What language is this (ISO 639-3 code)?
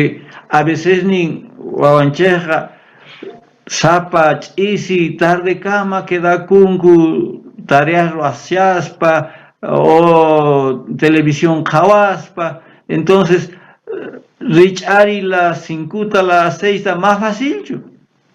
quh